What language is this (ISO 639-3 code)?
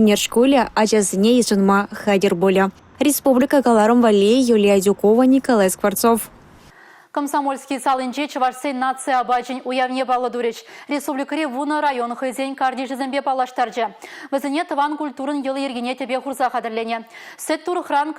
chv